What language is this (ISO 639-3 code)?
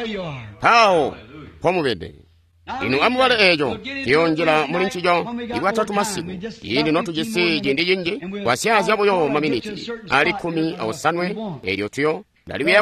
toi